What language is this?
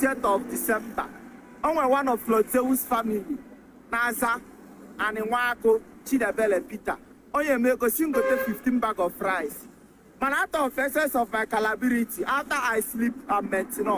Yoruba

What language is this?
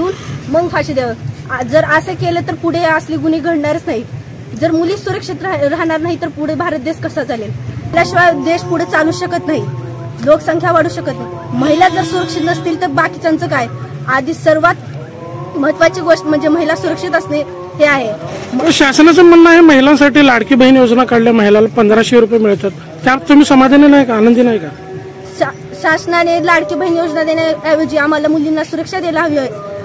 Marathi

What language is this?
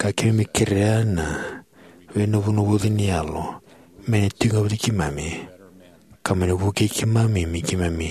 Fijian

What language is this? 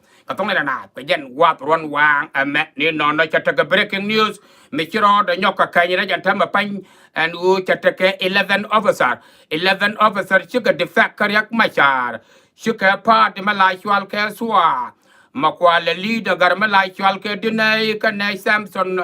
Nuer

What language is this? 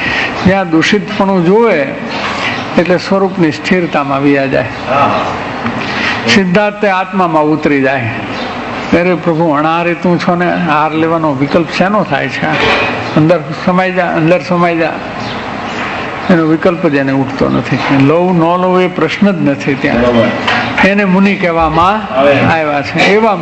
Gujarati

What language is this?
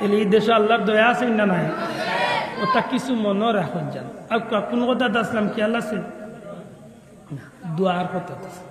Sylheti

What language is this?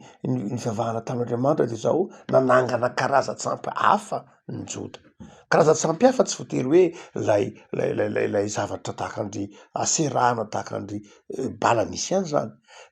Malagasy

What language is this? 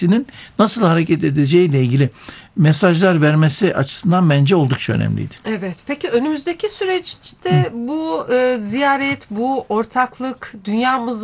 Turkish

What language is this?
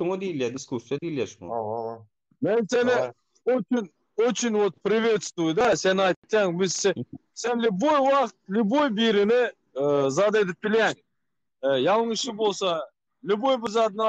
Turkmen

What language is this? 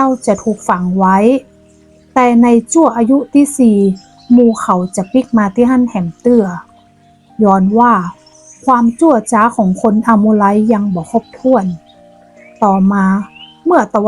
Northern Thai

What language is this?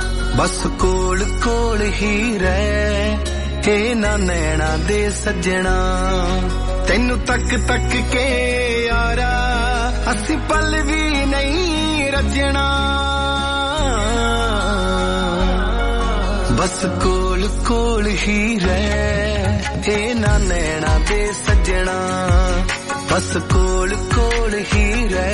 Punjabi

